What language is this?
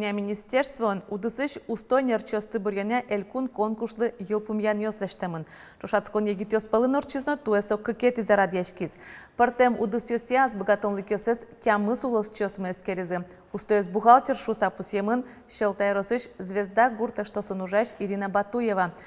Udmurt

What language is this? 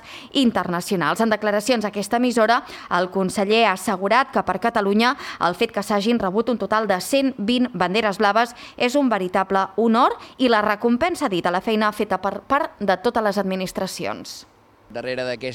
Catalan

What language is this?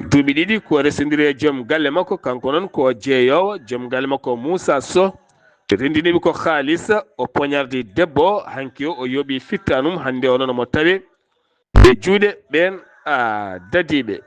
Fula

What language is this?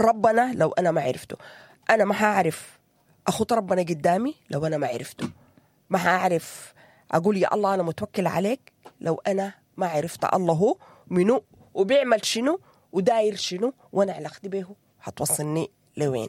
Sudanese Arabic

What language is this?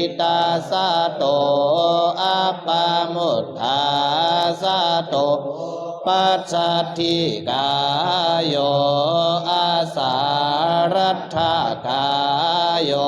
Pali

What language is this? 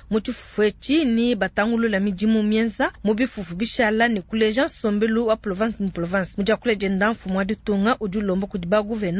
Luba-Lulua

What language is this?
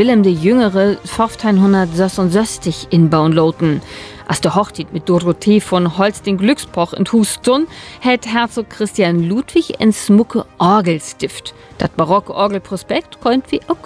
Low German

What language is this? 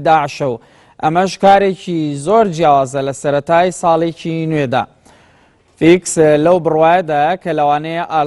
Central Kurdish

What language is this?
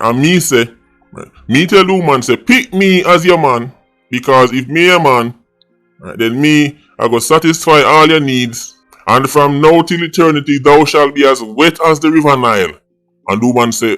Jamaican Creole English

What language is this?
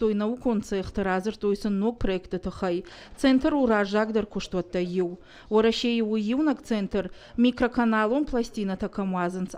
Ossetic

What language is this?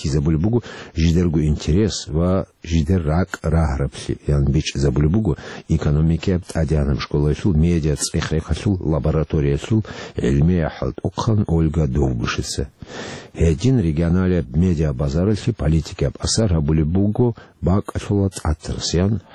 Avaric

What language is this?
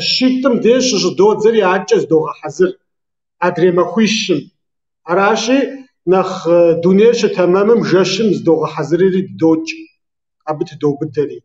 Kabardian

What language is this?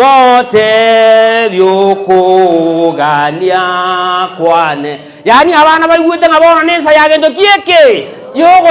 Gusii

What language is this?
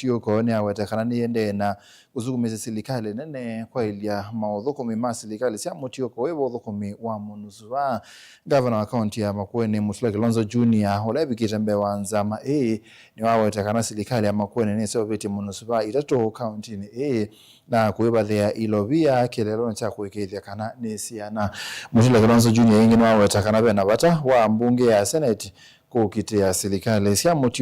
Kamba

